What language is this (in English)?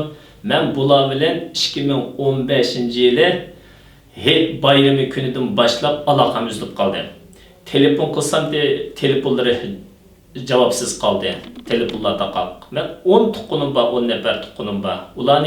Uyghur